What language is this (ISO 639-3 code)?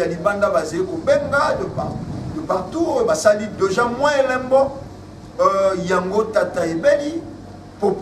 lin